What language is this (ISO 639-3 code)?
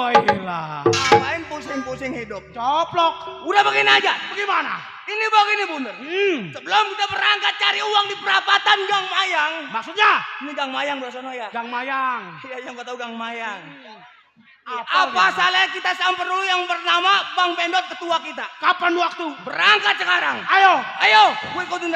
bew